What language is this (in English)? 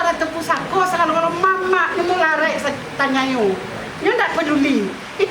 Minangkabau